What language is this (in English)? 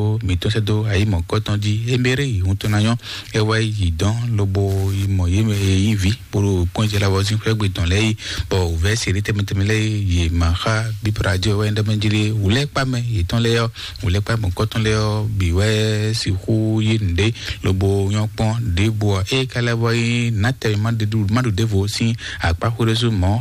Fon